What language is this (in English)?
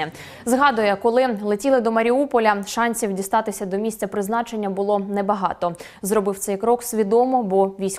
Ukrainian